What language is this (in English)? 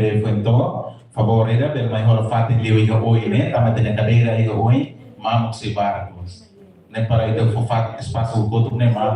Tetum